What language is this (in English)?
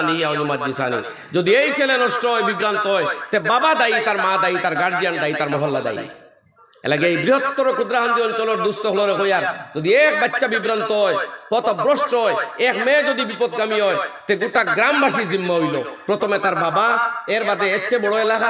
Sylheti